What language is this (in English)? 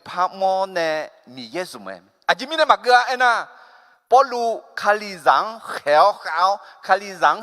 Akha